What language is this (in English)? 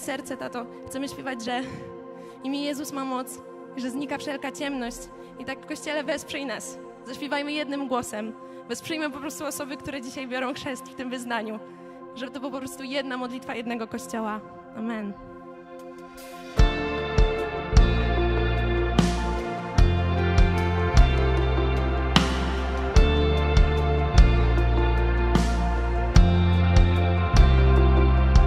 Polish